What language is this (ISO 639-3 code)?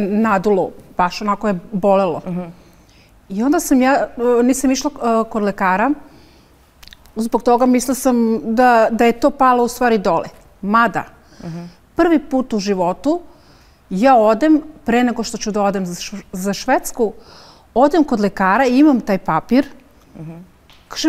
srp